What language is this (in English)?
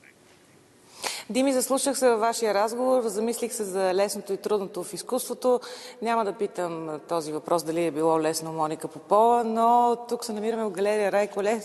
Bulgarian